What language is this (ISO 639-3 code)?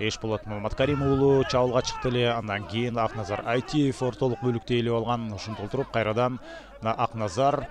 kir